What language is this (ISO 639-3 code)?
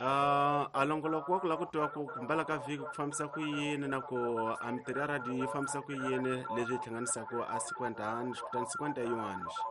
tso